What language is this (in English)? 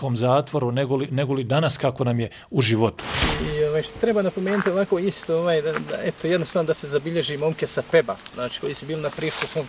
Bosnian